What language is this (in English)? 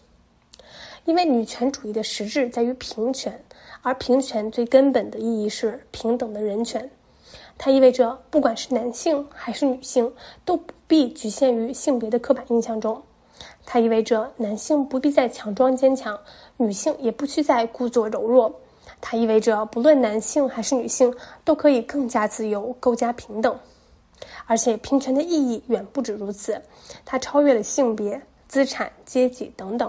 Chinese